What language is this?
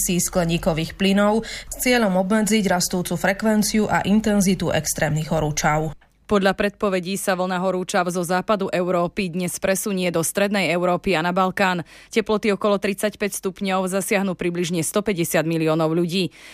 Slovak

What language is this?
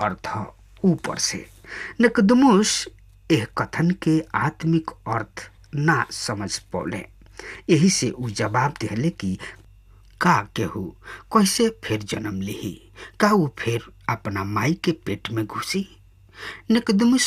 Bhojpuri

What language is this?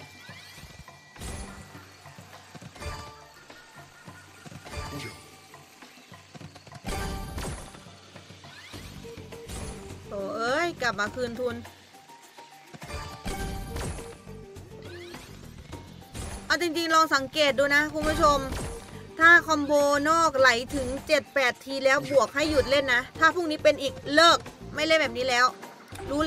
Thai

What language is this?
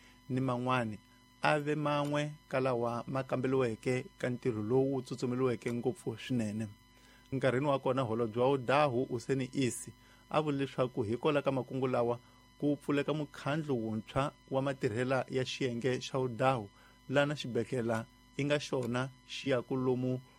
Tsonga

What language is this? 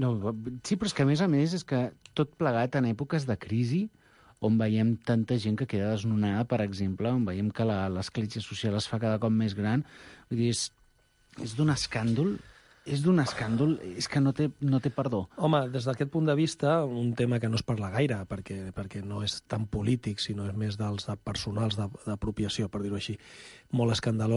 Catalan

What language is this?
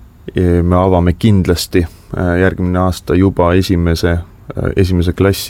Estonian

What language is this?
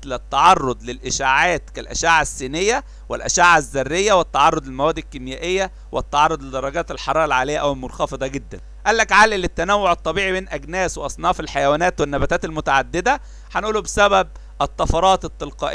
Egyptian Arabic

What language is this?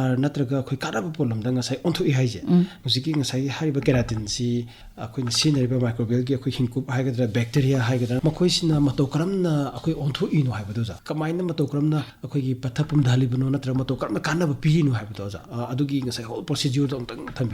Manipuri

